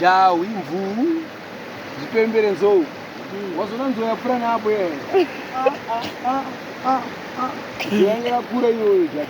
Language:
Shona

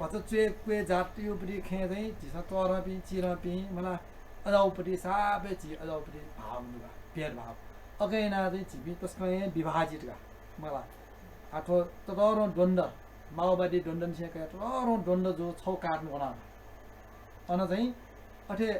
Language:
Newari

